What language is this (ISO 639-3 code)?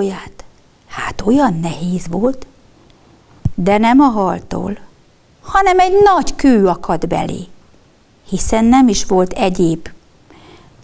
hun